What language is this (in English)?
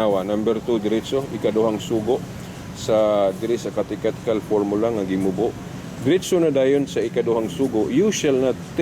Cebuano